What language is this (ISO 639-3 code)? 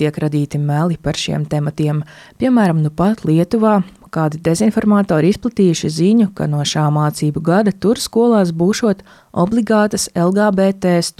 lav